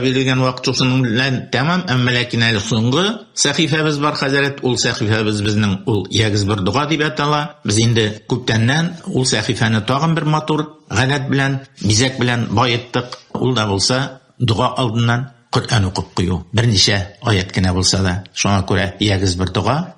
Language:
Tatar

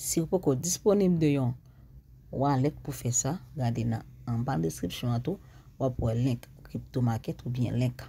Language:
Haitian Creole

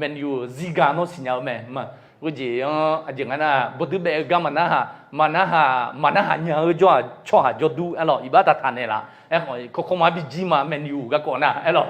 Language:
Akha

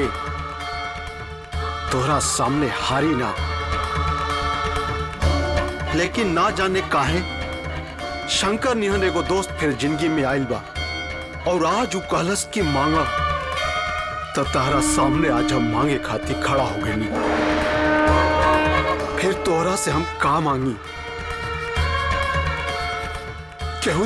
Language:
Bhojpuri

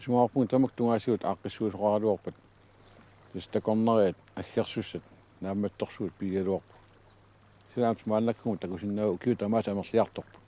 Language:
Kalaallisut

